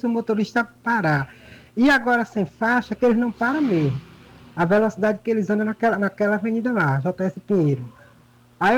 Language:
Portuguese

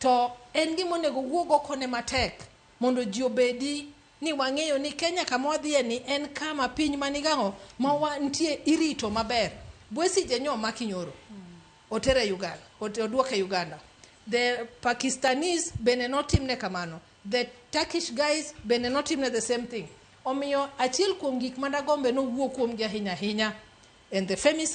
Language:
Luo (Kenya and Tanzania)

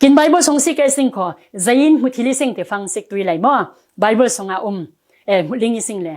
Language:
Falam Chin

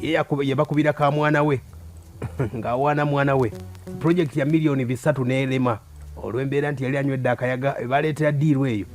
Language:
Ganda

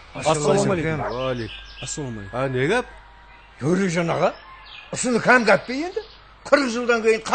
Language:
Kara-Kalpak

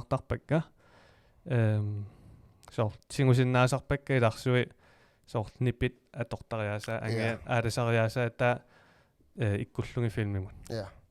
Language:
Kalaallisut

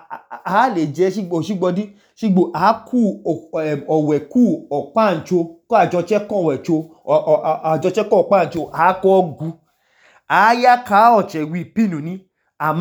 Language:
Idoma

